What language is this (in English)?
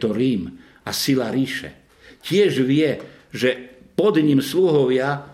Slovak